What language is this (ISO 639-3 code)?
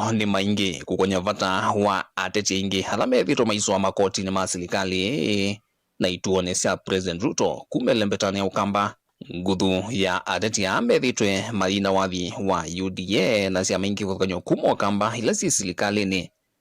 kam